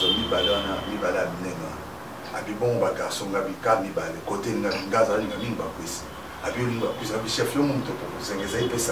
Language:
Lingala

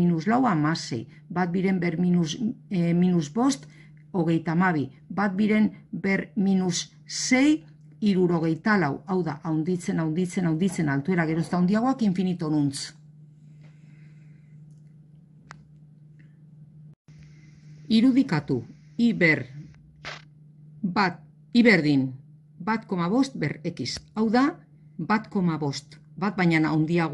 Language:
Basque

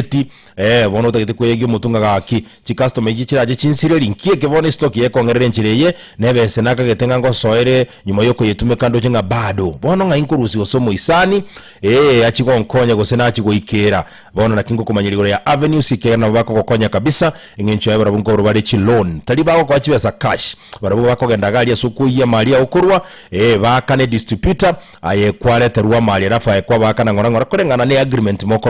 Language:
Gusii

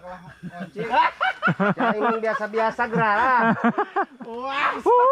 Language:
Indonesian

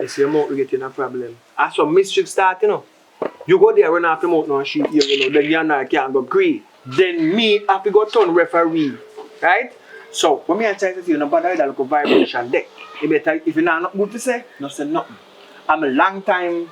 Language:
Jamaican Creole English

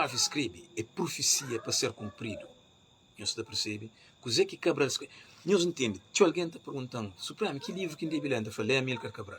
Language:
Kabuverdianu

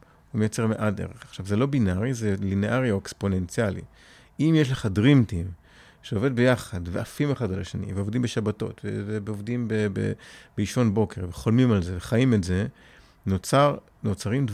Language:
Hebrew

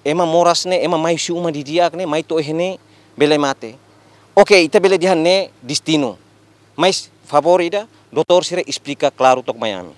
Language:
Tetum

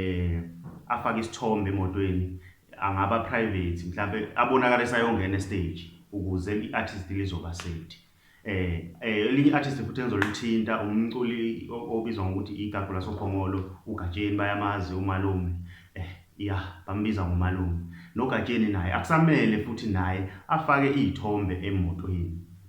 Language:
Zulu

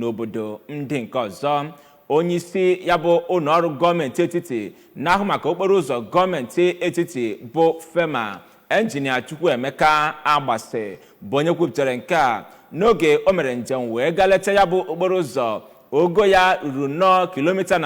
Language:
Igbo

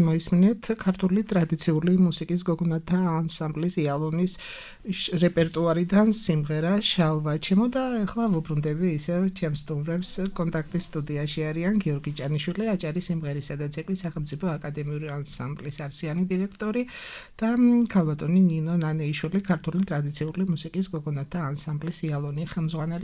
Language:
Georgian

